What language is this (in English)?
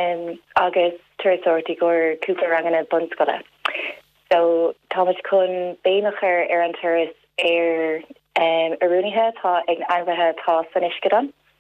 Irish